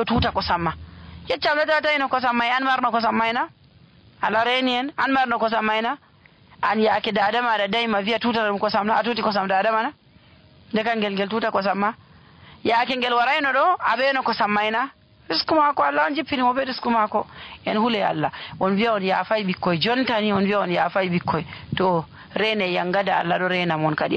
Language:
Nigerian Fulfulde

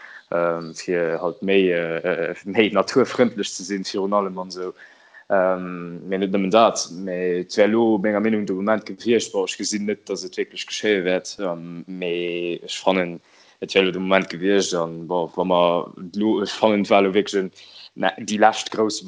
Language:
Luxembourgish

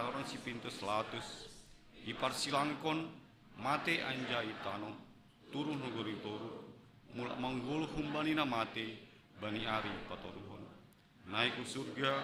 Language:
Batak Simalungun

